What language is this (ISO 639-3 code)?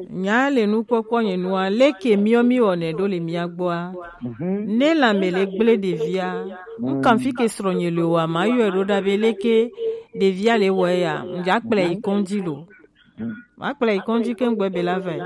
gej